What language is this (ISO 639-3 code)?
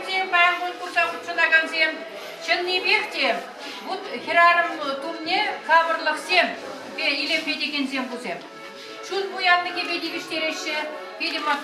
chv